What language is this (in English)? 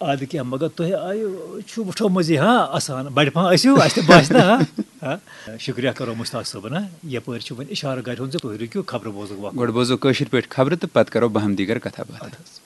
Kashmiri